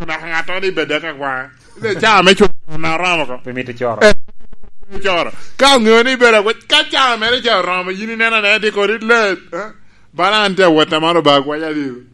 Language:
Lango (Uganda)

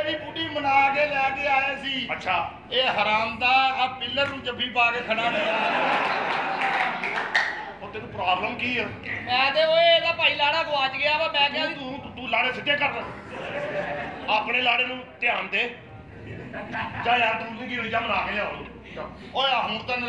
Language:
Punjabi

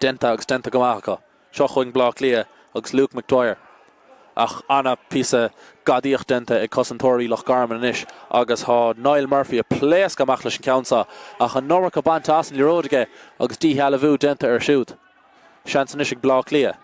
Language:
Irish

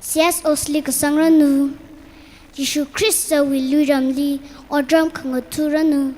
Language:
Tangkhul Naga (India)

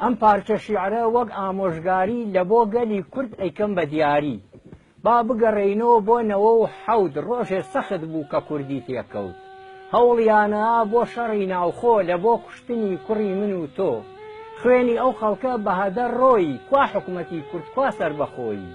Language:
Central Kurdish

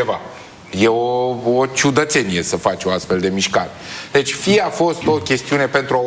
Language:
Romanian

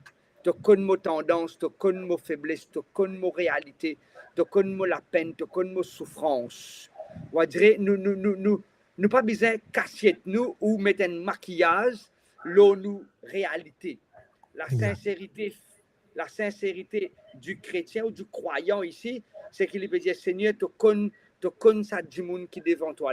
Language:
Morisyen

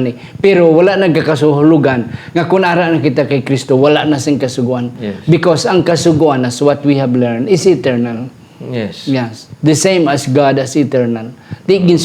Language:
Hiligaynon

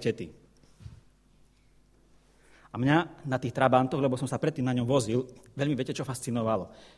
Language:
Slovak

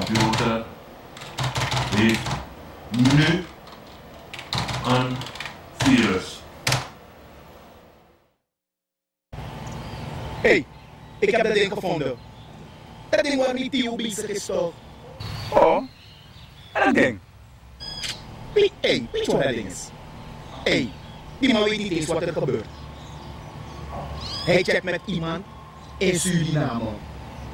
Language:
Dutch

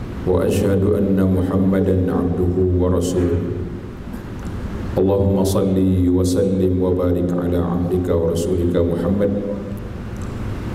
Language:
Malay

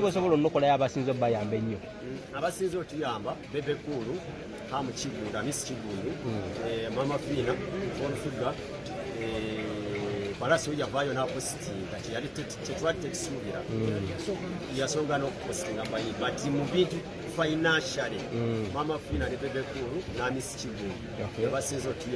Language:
Ganda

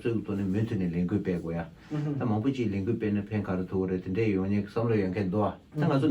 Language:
Tibetan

